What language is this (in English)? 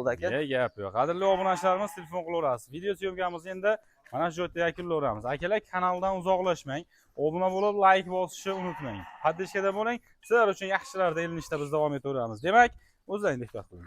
Uzbek